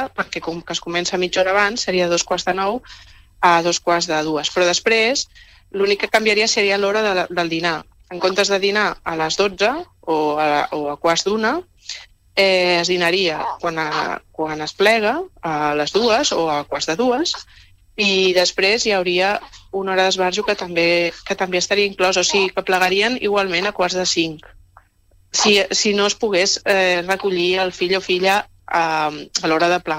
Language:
Catalan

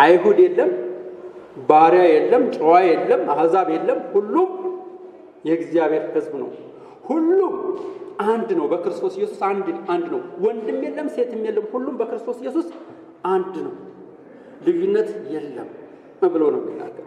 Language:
Amharic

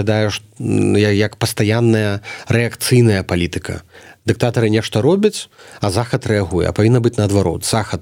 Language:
Belarusian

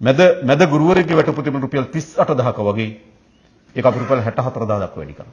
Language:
Sinhala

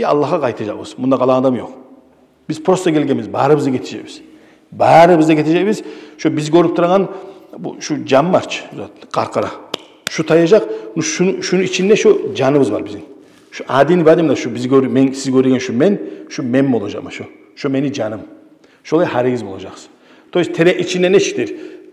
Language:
Kumyk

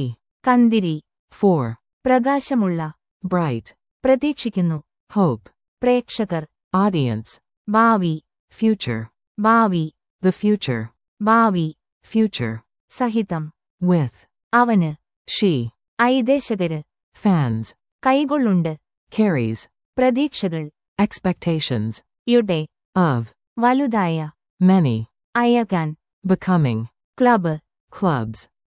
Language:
Malayalam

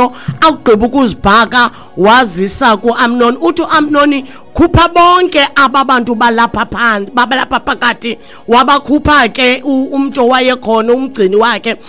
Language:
Xhosa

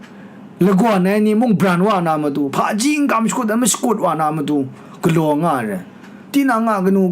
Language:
Kachin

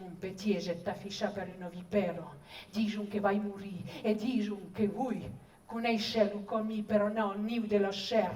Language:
Occitan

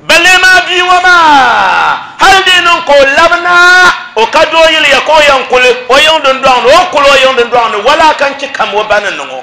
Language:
Dagbani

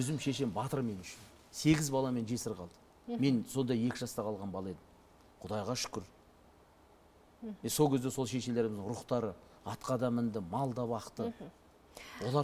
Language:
Kazakh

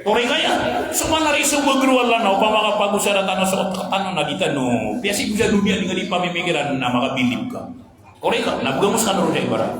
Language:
Maranao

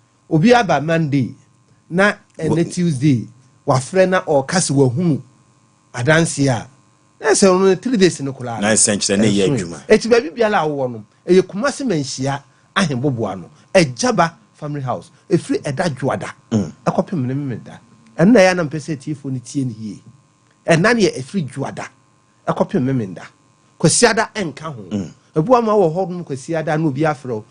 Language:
Akan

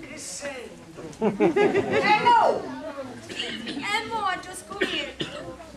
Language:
Neapolitan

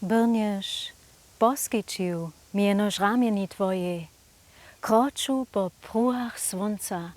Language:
Upper Sorbian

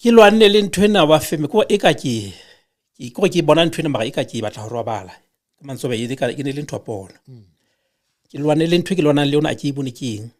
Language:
Southern Sotho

